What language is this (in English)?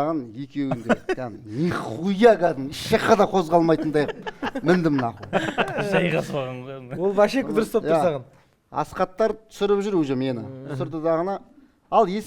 Kazakh